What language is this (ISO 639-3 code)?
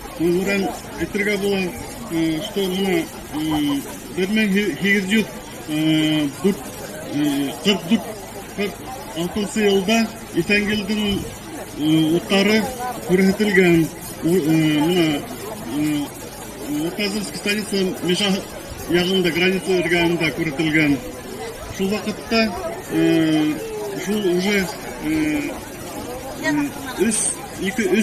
bak